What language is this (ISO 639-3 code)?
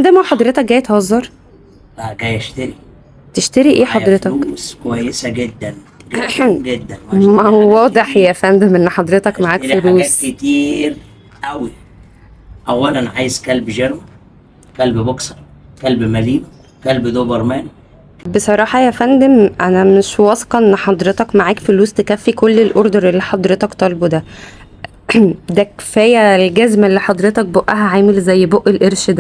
arz